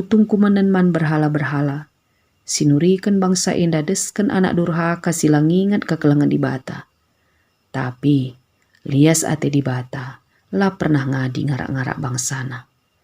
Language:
Batak Karo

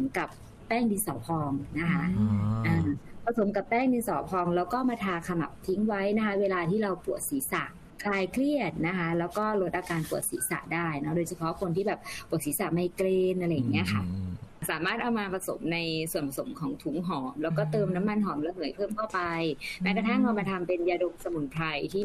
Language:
Thai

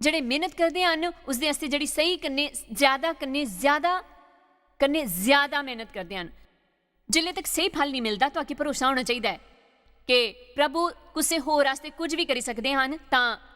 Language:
Dogri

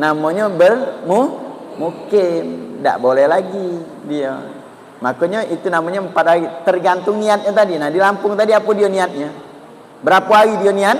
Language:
Musi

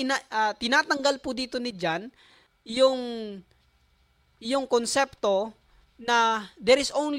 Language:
Filipino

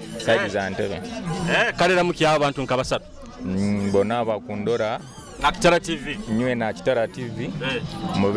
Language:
Nyoro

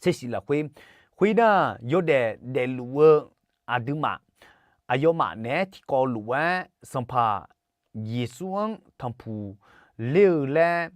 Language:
Akha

